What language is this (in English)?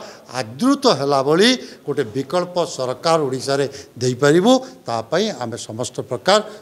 Odia